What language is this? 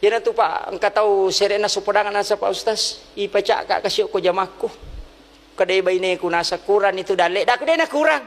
Buginese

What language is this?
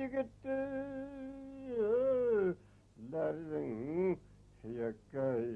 Bashkir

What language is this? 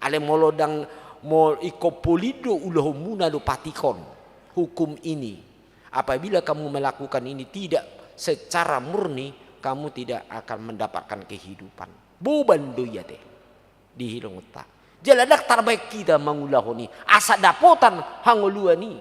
Batak Toba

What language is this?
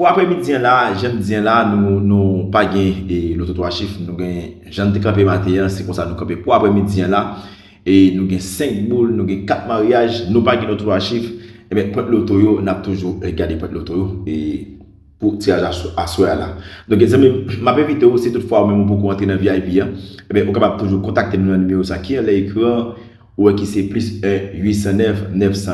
Haitian Creole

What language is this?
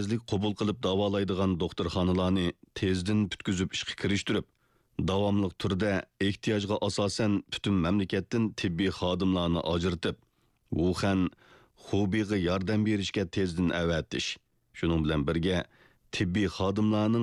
Uyghur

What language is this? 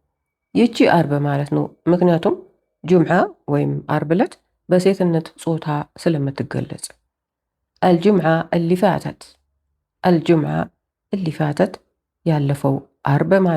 Amharic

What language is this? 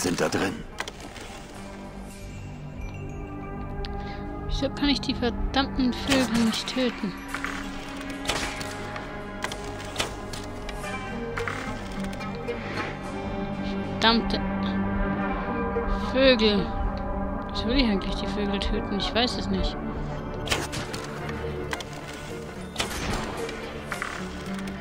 German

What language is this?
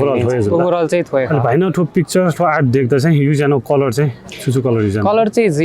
Newari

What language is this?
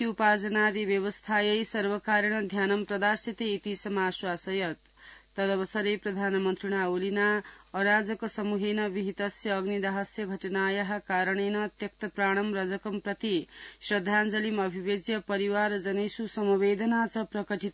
Sanskrit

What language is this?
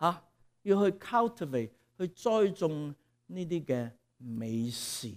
Cantonese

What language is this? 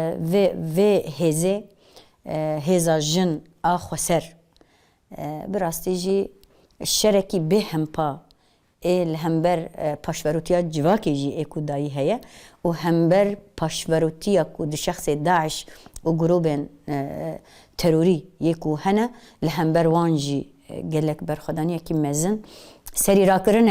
Kurdish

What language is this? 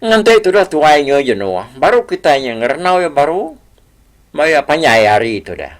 Iban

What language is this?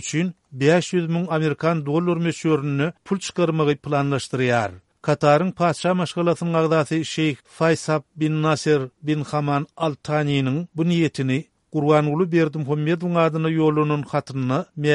Turkmen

